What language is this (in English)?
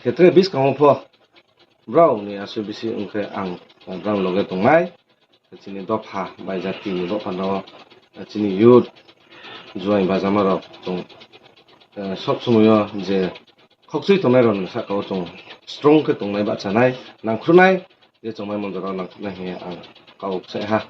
Riang (India)